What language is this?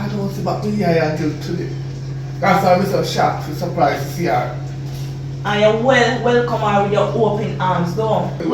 Jamaican Creole English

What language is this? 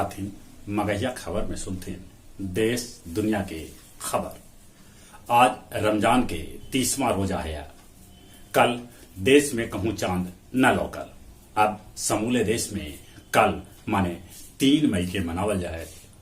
Magahi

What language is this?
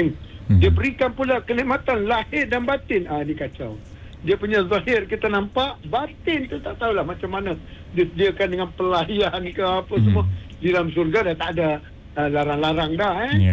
Malay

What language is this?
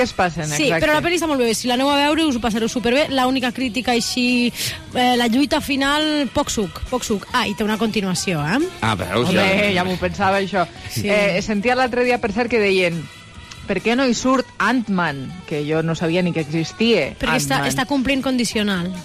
Catalan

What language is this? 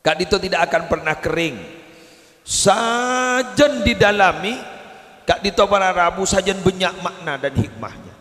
Madurese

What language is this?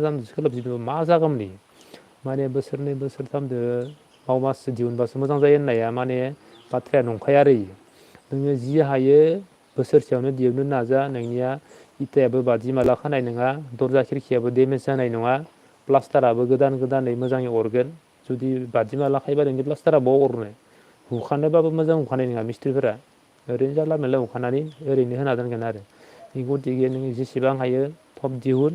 Bodo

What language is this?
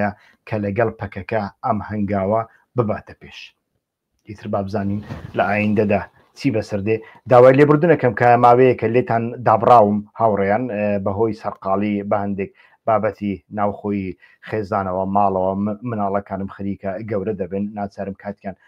Central Kurdish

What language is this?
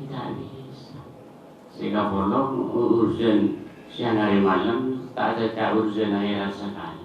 Madurese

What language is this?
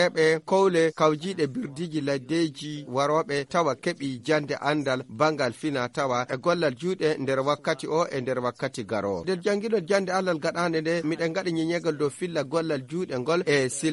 Fula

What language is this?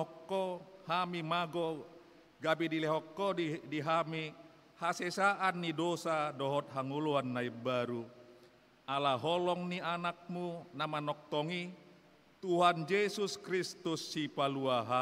Batak Toba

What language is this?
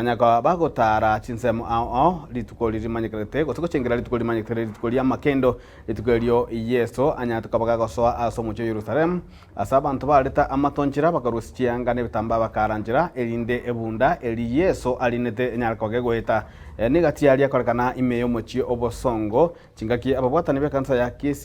Gusii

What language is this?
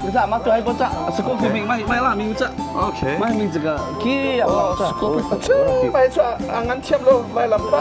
Hakha Chin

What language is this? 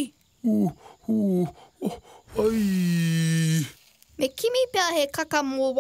Māori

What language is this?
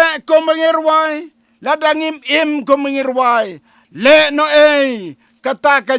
Khasi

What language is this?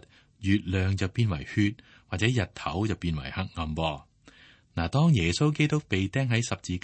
Cantonese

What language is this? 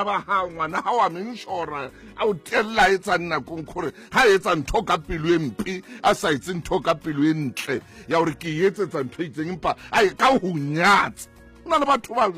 Southern Sotho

